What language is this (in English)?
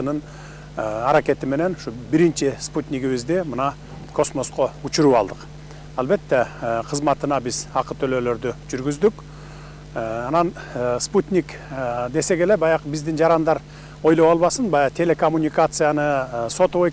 Kyrgyz